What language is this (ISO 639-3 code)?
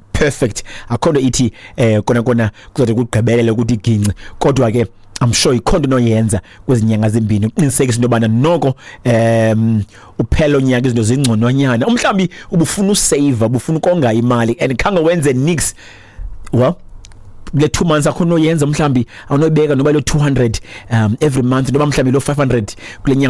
xho